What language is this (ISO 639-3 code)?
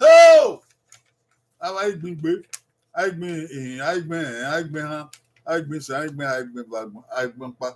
bin